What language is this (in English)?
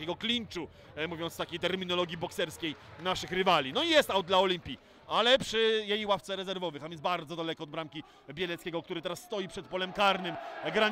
Polish